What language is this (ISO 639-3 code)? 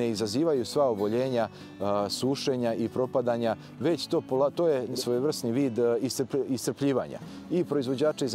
srp